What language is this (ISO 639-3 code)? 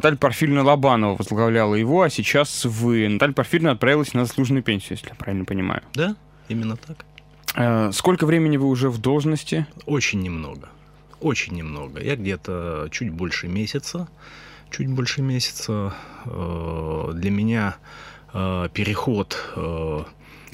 rus